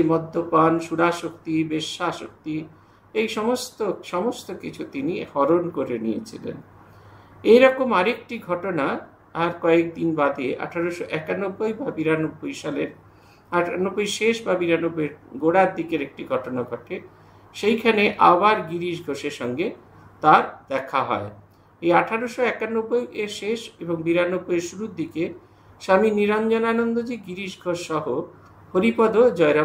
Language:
Bangla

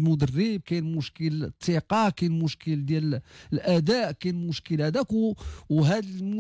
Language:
Moroccan Arabic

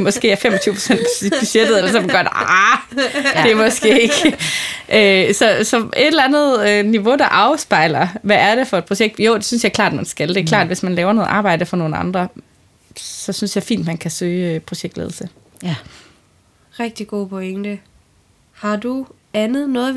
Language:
Danish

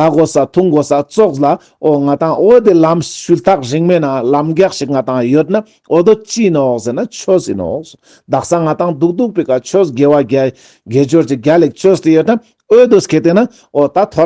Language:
Ladakhi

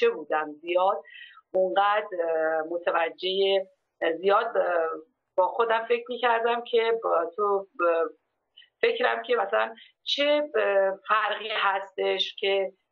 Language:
Persian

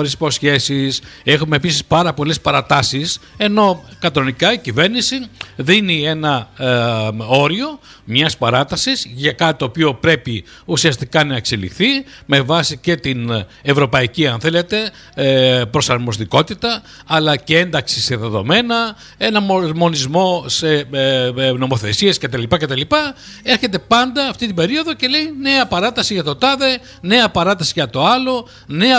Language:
Greek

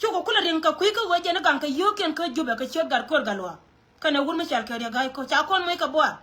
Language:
Nuer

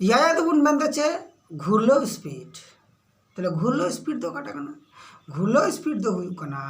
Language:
Santali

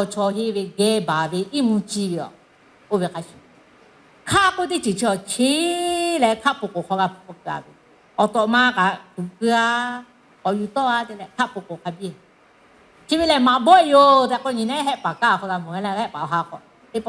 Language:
Lahu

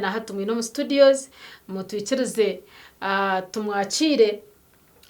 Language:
Nyankole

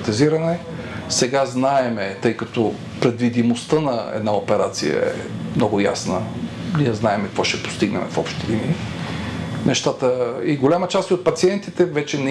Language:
Bulgarian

